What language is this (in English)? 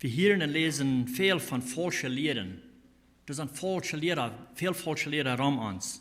Plautdietsch